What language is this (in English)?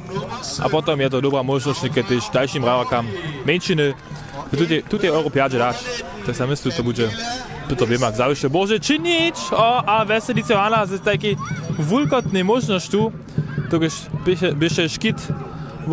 Upper Sorbian